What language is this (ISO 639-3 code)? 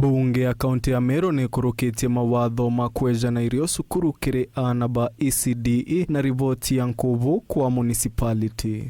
mer